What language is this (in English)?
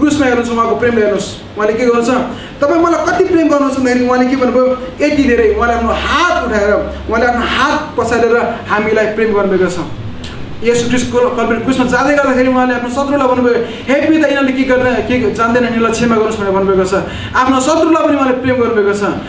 Nepali